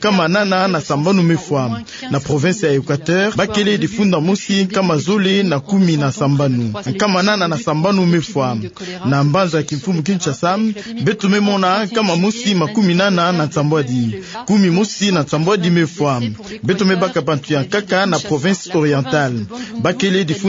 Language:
Kituba (Democratic Republic of Congo)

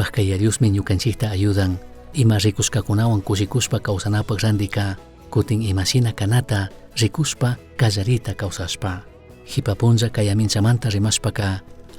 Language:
Chimborazo Highland Quichua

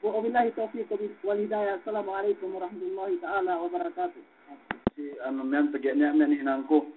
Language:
Yakan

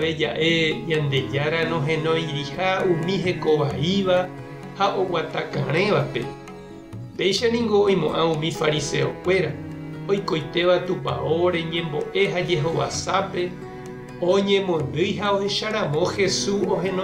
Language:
Guarani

